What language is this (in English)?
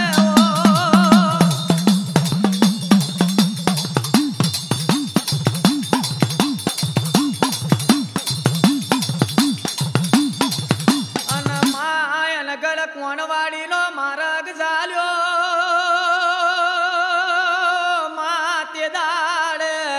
Gujarati